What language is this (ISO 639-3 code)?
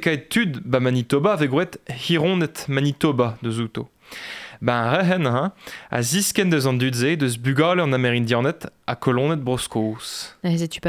bre